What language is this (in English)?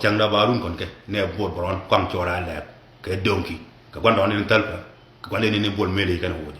Nuer